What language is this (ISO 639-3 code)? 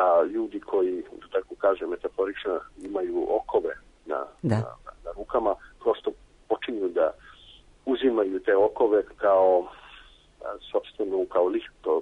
srp